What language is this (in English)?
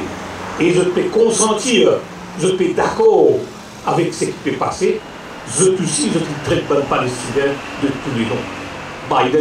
Morisyen